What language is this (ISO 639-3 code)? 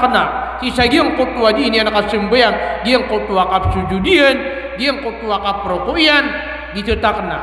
mrw